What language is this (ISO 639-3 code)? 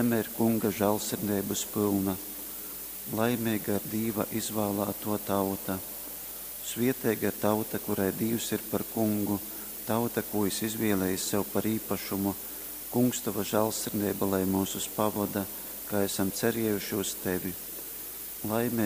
ltg